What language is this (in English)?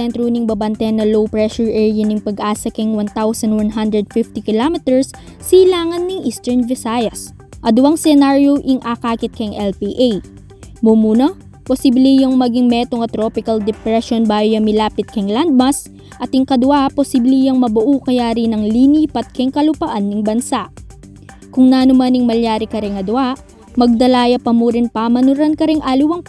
Pampanga